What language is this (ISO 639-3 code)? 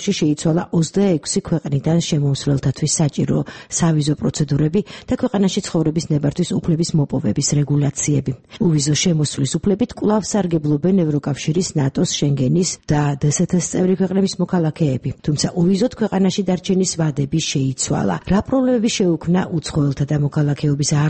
kat